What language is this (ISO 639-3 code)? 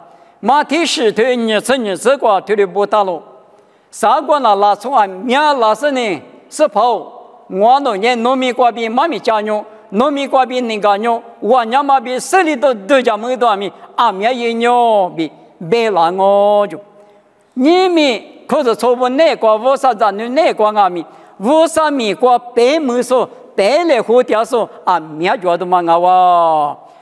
lis